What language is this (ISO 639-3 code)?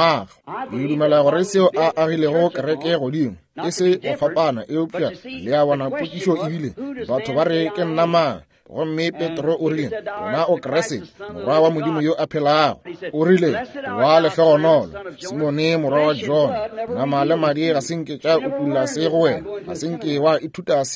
nso